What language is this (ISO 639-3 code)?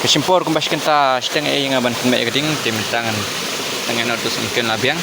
kha